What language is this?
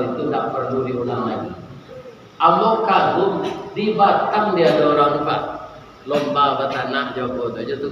Minangkabau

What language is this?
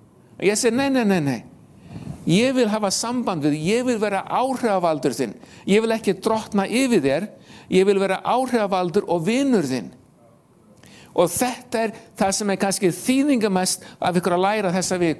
Icelandic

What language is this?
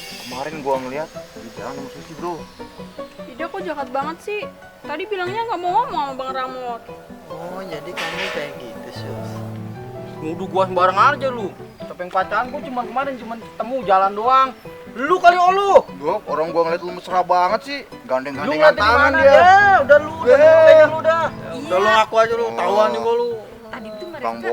Betawi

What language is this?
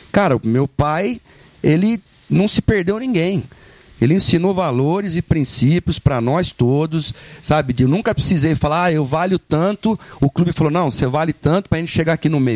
Portuguese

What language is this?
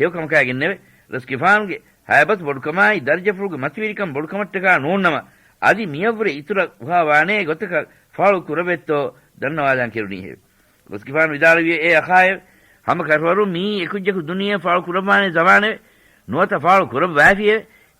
Divehi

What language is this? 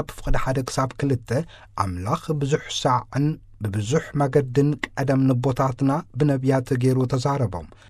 Tigrinya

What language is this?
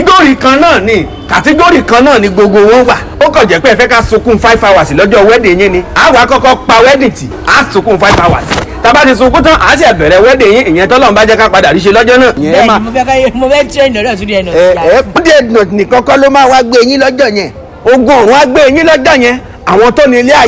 Yoruba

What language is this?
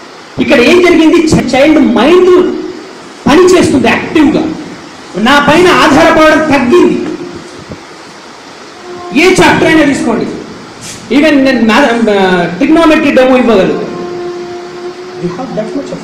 Telugu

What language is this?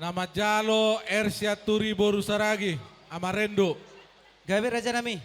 Batak Toba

